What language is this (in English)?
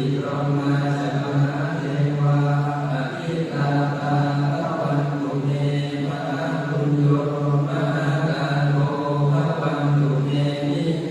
Pali